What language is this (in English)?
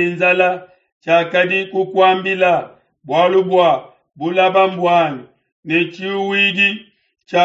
Luba-Lulua